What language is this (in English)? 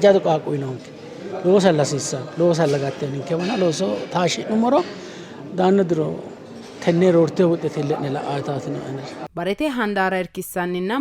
Sidamo